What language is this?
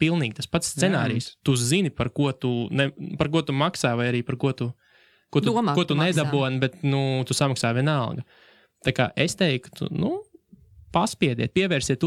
Latvian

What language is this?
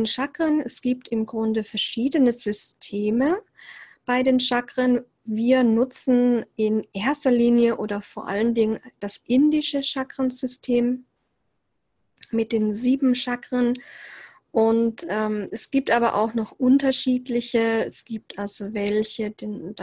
German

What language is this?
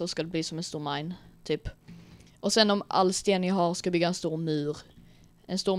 Swedish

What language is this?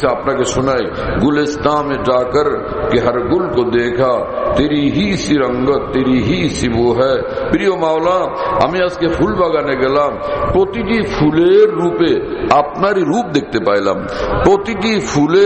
Bangla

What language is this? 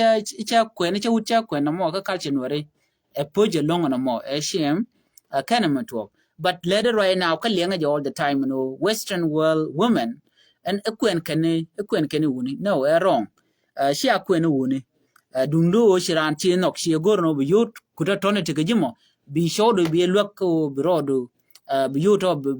Nuer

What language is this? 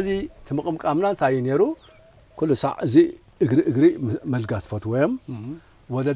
Tigrinya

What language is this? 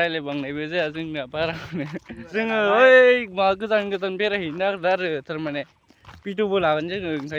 Bodo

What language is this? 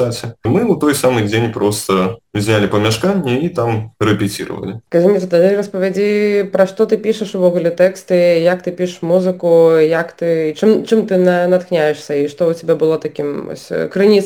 Belarusian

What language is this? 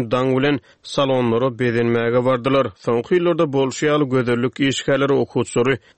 Turkmen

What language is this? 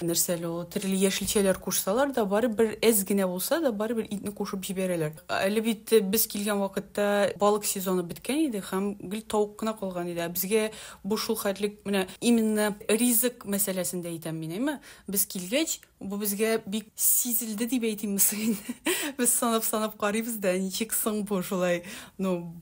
Tatar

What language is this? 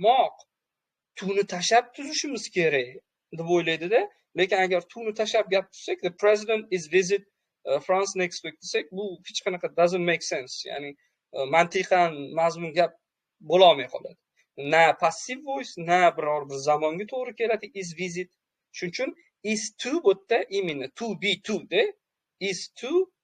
Uzbek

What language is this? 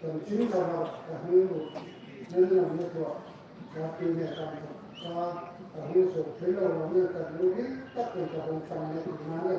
Hmar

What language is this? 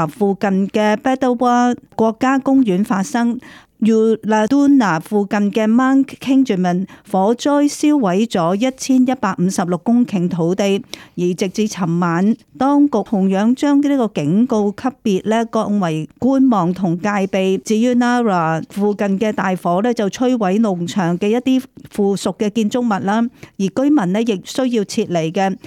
Cantonese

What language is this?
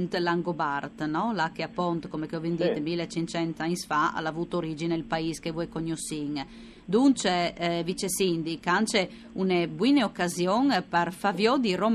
Friulian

